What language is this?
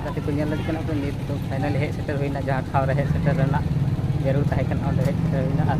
Santali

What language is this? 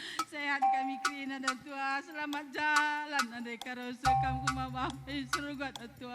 Batak Karo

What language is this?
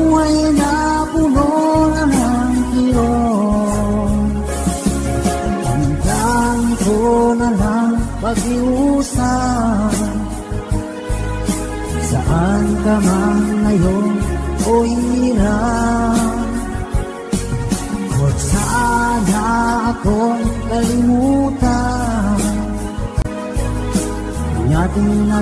Filipino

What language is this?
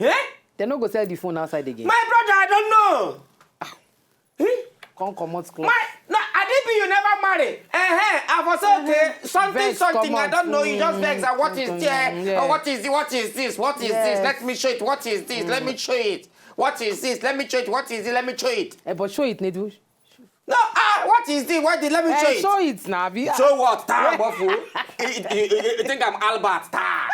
Nigerian Pidgin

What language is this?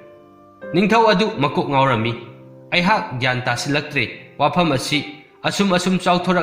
Manipuri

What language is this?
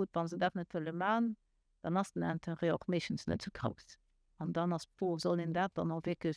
Luxembourgish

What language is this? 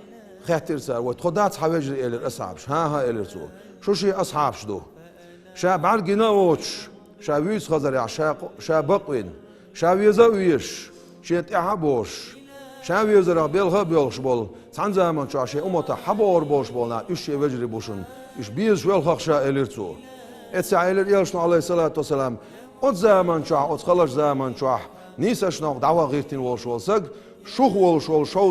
Chechen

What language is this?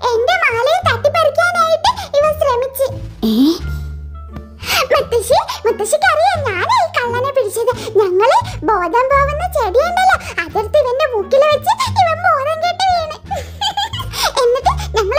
Malayalam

